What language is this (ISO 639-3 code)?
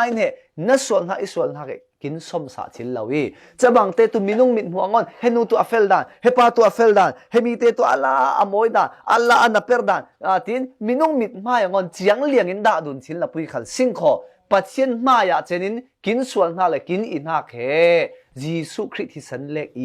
cfm